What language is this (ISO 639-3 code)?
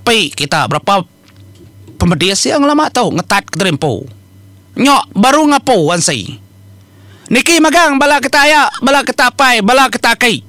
iba